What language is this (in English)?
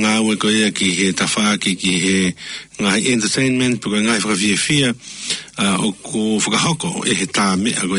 Tongan